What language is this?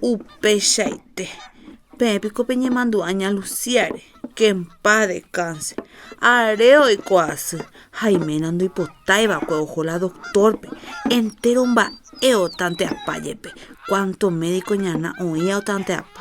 Guarani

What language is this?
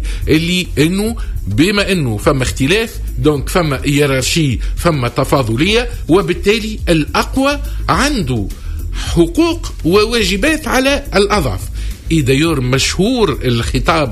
Tunisian Arabic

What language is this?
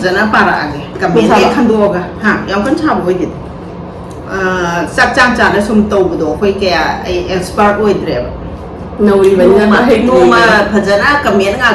Manipuri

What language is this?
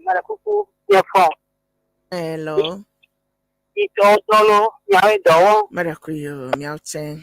Ewe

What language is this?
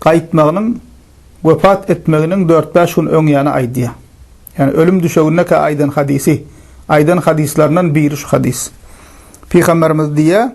Turkmen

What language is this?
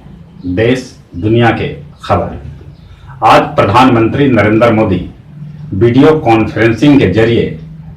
Magahi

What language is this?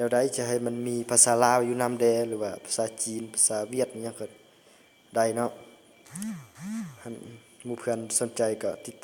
Lao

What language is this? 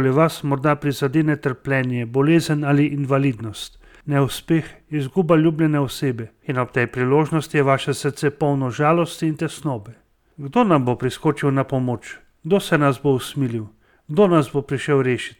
Slovenian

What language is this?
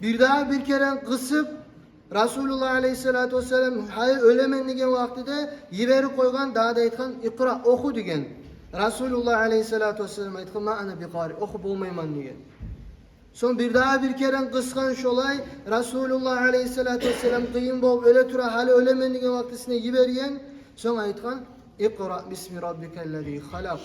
Kumyk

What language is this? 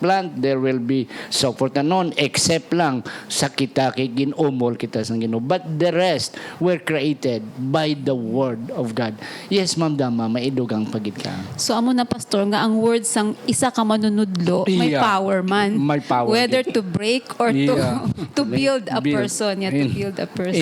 Hiligaynon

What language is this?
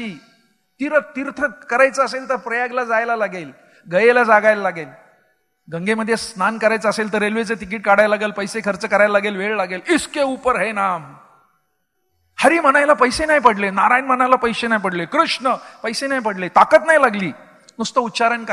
Marathi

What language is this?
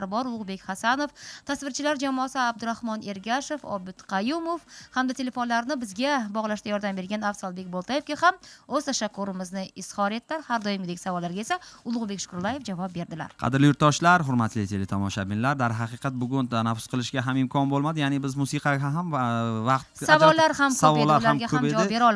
Uzbek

